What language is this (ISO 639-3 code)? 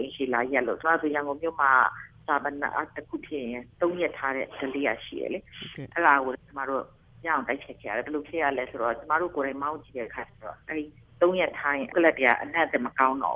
mya